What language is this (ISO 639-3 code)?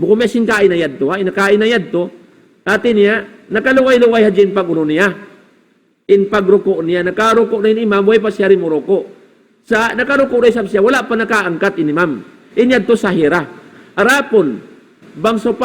tsg